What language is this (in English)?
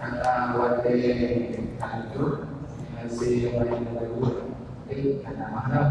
Achinese